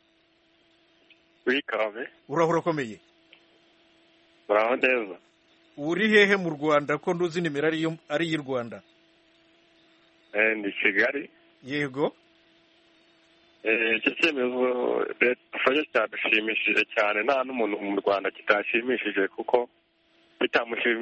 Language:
Kinyarwanda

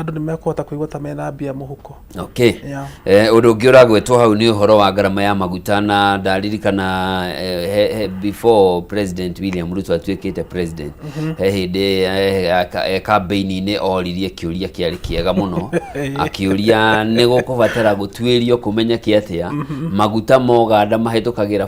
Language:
Kikuyu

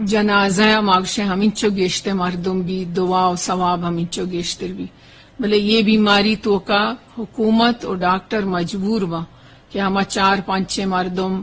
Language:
Eastern Balochi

